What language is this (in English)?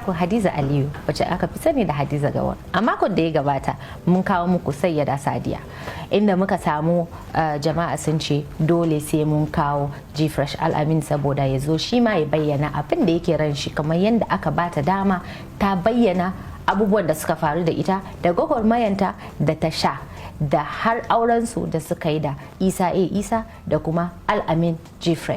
Hausa